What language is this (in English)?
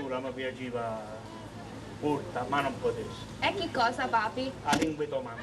Sicilian